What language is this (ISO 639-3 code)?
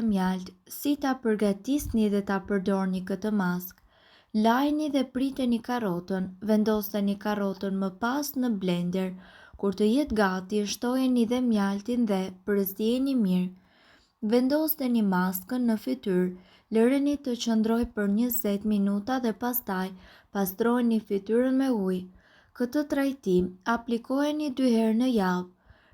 sqi